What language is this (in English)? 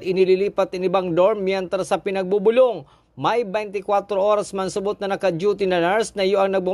Bikol